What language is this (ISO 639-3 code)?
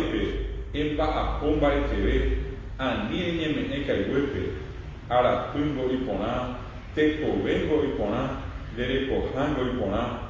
grn